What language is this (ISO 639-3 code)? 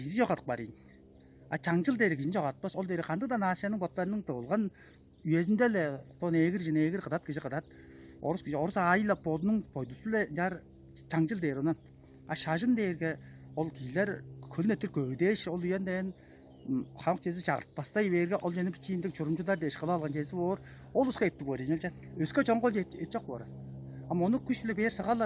tyv